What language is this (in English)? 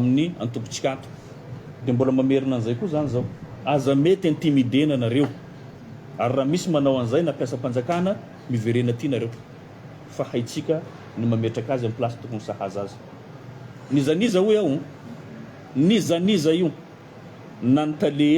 Malagasy